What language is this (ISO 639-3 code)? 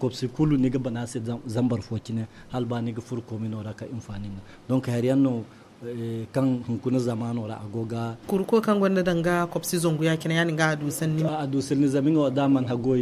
dje